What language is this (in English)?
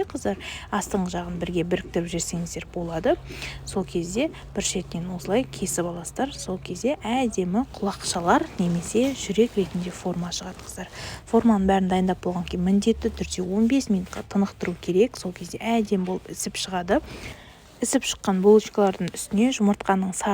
Kazakh